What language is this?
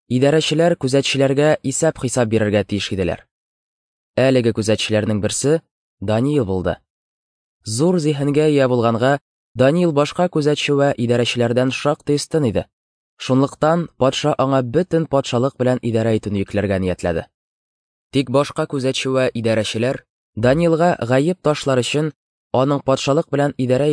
Tatar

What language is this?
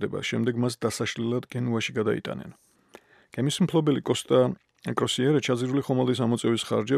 Georgian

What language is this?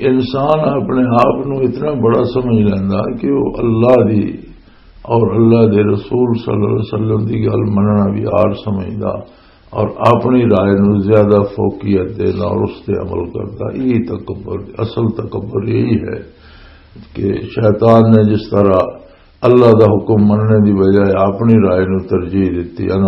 Western Panjabi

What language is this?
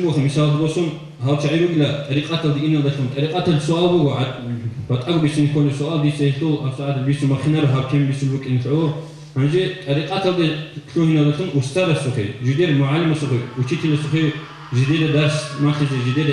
Avaric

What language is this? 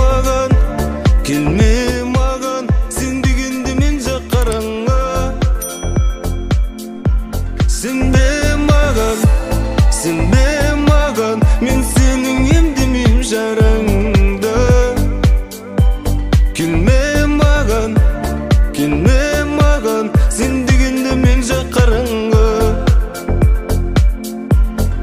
Kazakh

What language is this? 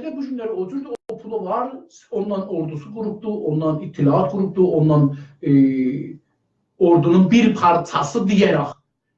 South Azerbaijani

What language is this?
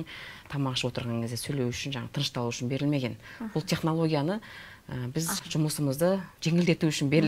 Kyrgyz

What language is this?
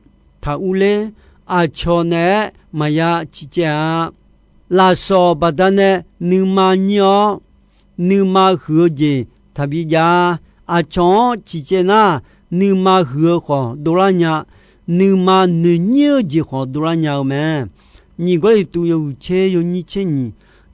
Akha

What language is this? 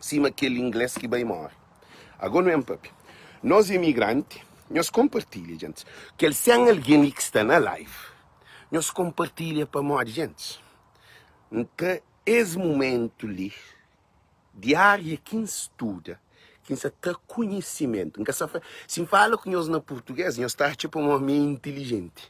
Kabuverdianu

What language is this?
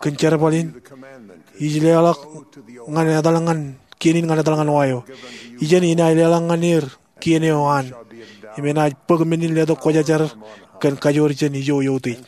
Marshallese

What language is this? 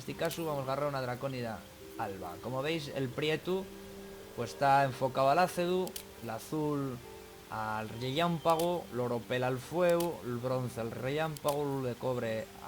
Asturian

